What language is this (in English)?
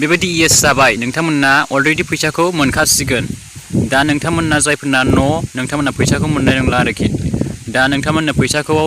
Bodo